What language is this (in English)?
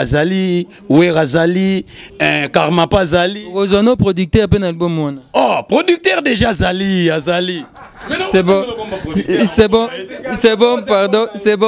Lingala